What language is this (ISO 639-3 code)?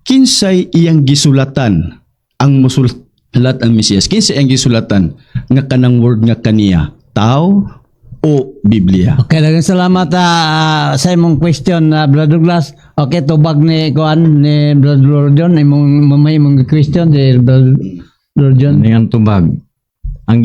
ceb